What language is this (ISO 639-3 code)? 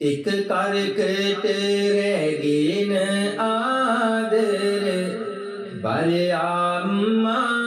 sin